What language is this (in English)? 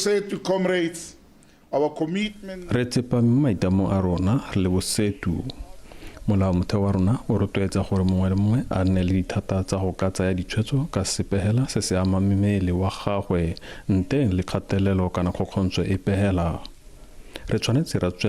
Tswana